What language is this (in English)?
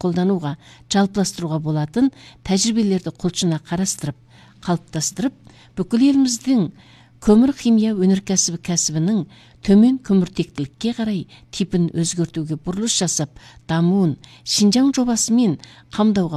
Kazakh